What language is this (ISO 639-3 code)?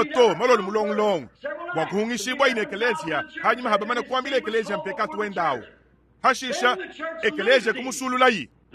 lua